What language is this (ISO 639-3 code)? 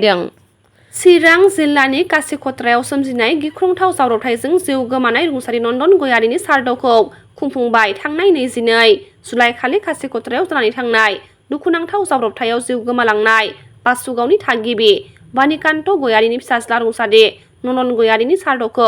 brx